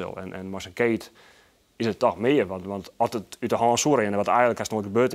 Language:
Western Frisian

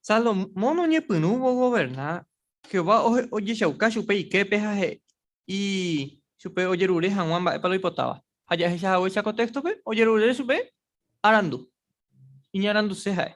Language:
Guarani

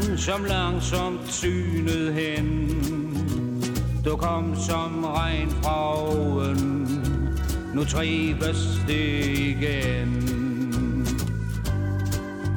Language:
Danish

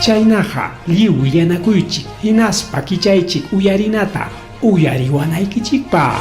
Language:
Ayacucho Quechua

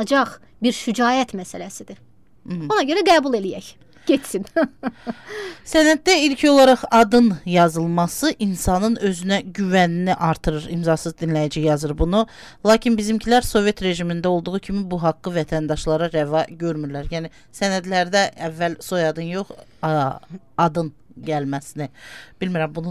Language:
Azerbaijani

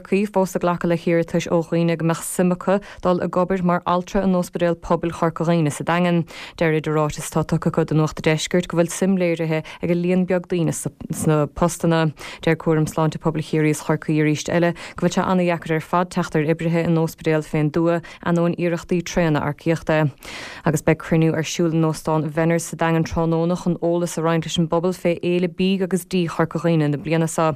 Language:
Irish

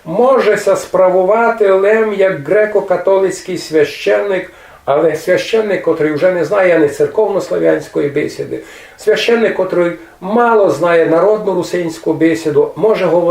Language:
Rusyn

